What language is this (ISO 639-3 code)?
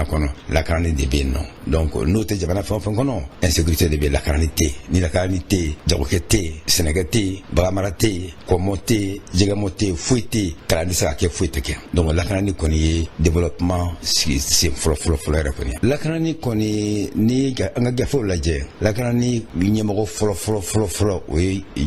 bam